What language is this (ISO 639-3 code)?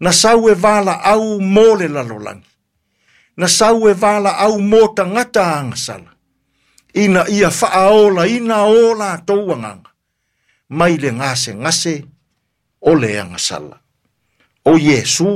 smo